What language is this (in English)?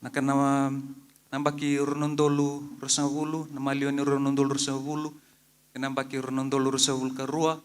Fijian